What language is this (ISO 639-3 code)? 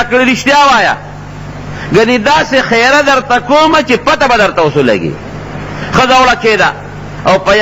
pus